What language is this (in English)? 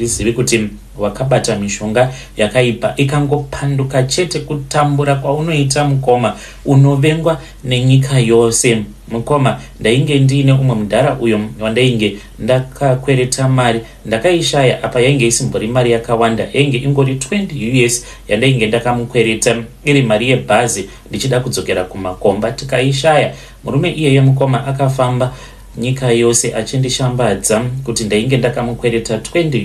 Shona